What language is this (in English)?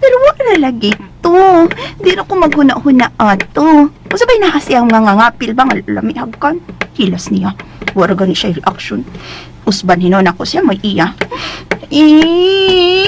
Cebuano